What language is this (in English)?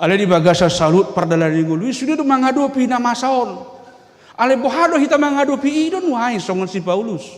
Batak Toba